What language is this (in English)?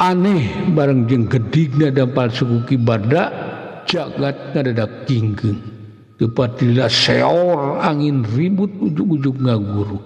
Sundanese